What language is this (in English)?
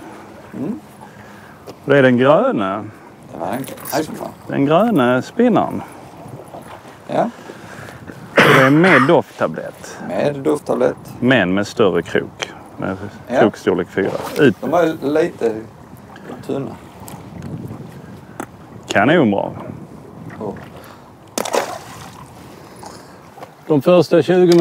Swedish